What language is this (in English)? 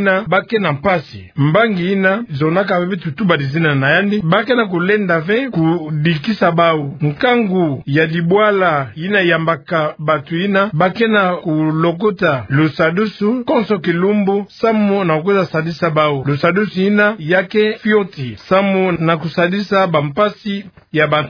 Kituba (Democratic Republic of Congo)